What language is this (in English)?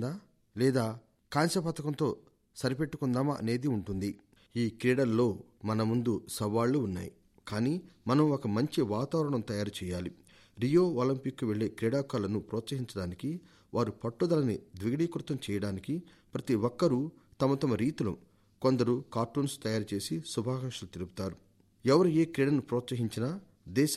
Telugu